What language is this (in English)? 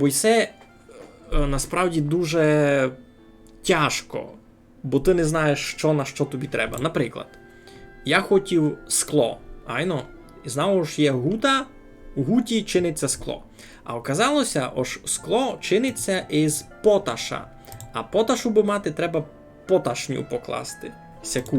Rusyn